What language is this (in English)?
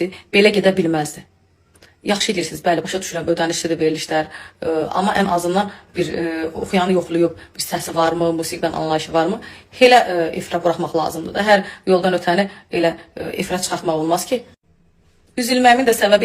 Azerbaijani